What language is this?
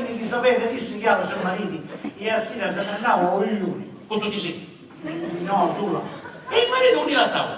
Sicilian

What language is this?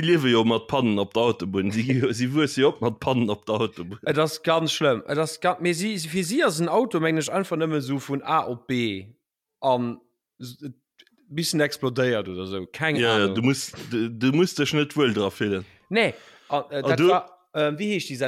Luxembourgish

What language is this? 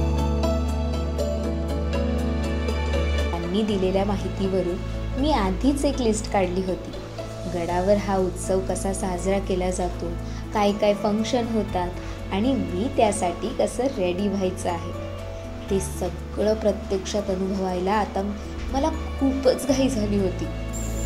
Marathi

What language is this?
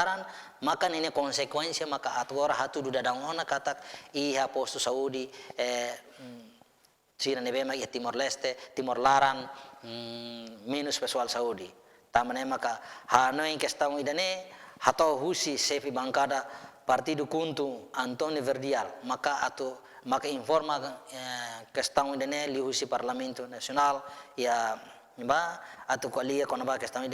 Tetum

